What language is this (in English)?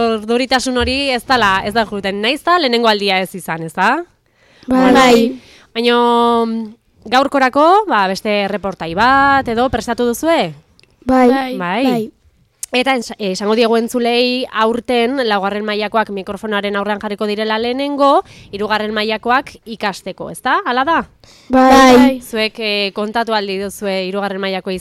Basque